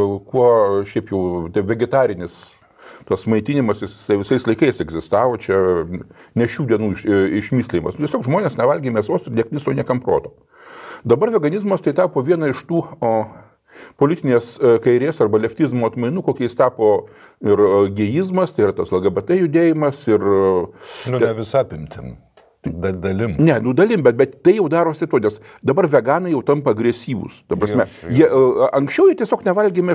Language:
Lithuanian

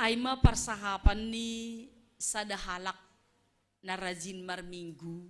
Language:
Batak Simalungun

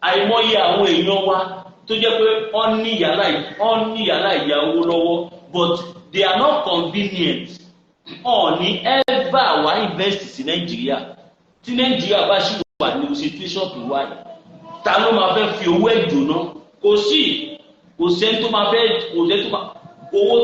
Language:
Yoruba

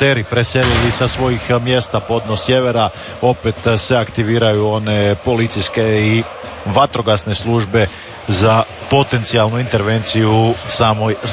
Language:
Croatian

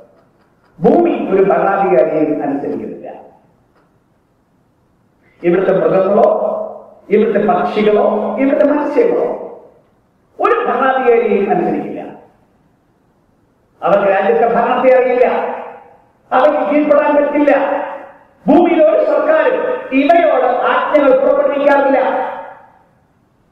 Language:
Malayalam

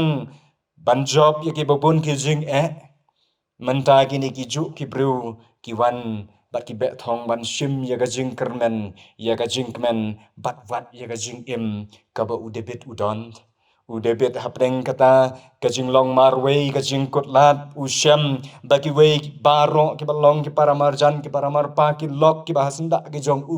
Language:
Khasi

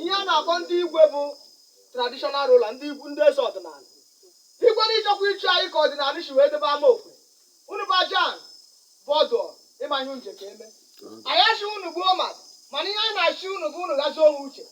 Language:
Igbo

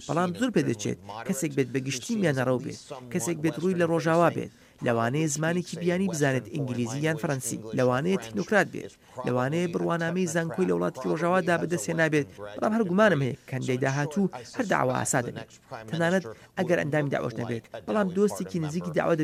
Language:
Central Kurdish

